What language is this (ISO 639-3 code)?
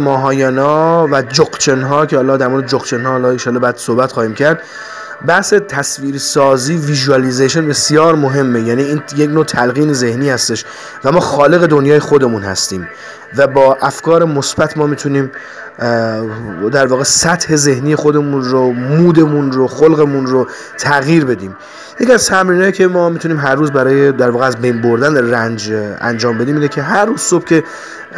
fas